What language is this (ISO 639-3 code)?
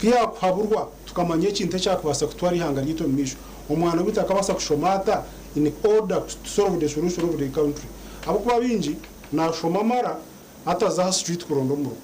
nyn